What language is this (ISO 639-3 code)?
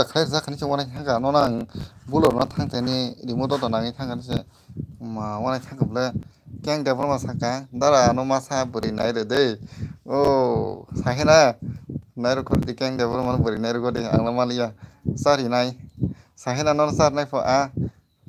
trp